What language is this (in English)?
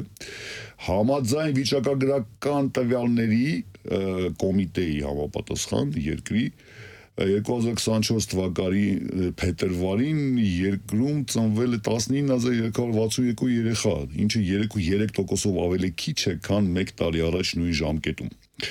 Armenian